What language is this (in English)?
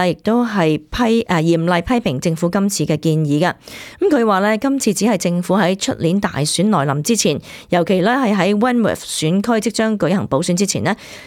Cantonese